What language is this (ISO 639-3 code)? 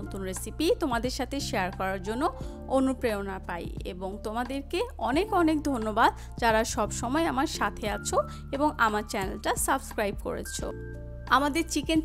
ben